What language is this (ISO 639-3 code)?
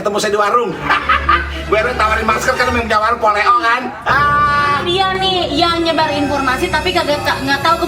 bew